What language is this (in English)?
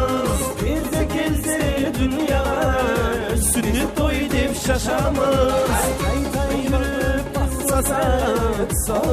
Kara-Kalpak